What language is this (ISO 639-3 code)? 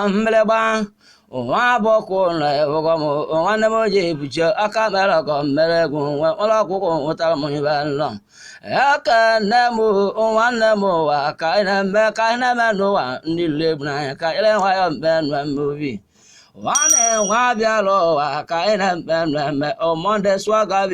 ibo